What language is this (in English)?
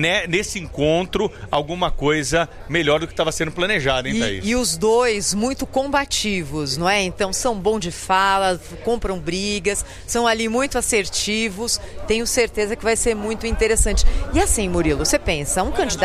Portuguese